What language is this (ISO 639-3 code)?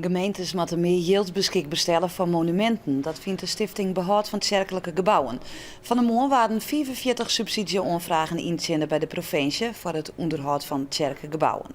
fry